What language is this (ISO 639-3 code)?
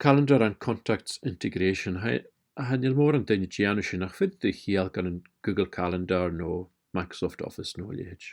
gla